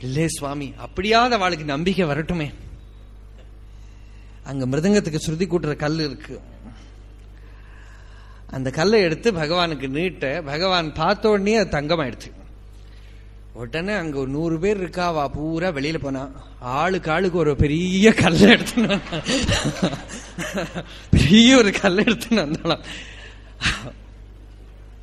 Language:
Tamil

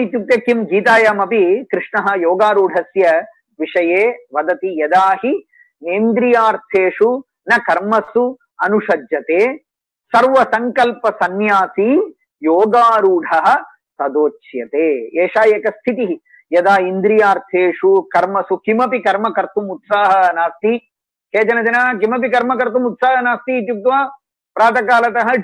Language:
Sanskrit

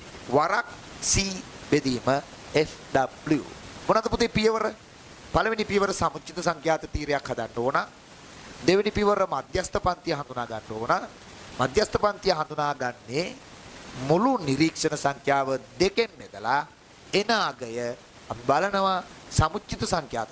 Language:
Sinhala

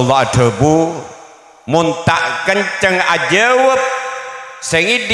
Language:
Madurese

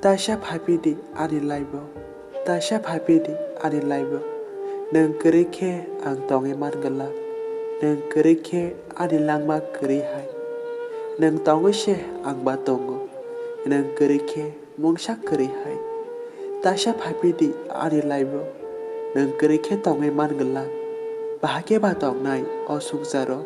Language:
Kok Borok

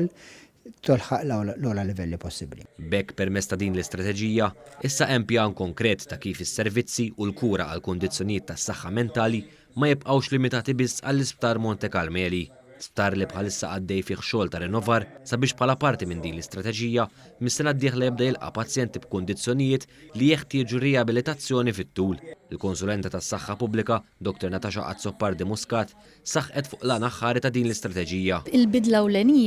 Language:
Maltese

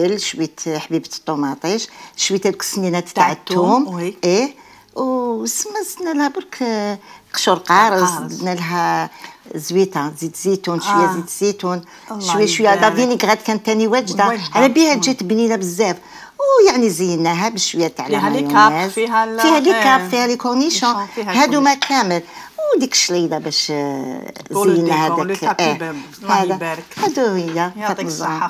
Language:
Algerian Arabic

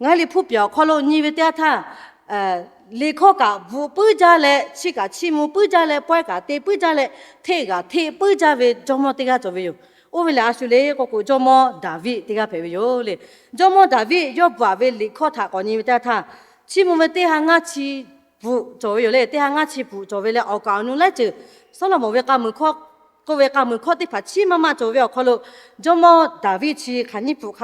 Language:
Lahu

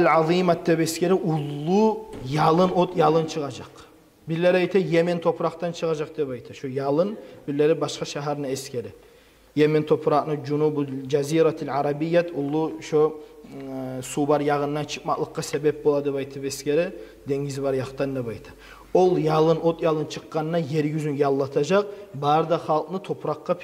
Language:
Kumyk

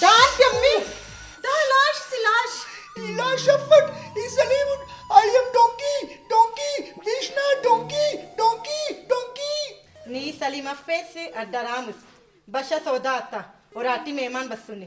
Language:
Brahui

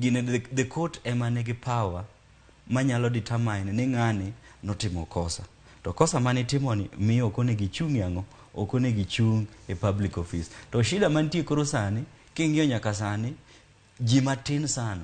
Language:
Luo (Kenya and Tanzania)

